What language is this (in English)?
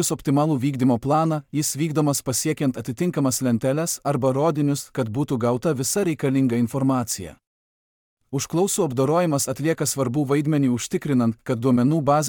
Lithuanian